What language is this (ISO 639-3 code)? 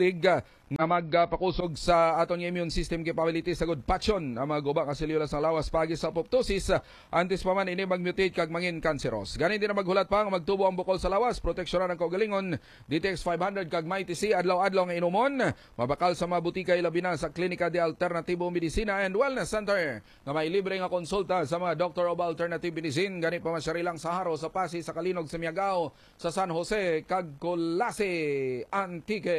hil